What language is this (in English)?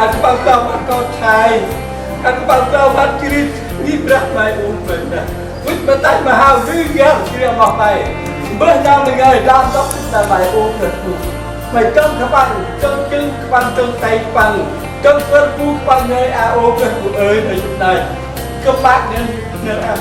Central Mnong